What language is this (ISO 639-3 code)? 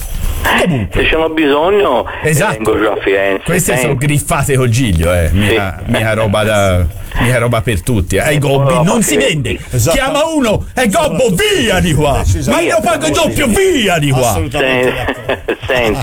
ita